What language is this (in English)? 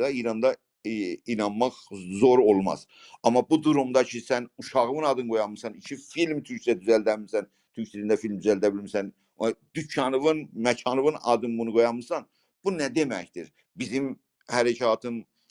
South Azerbaijani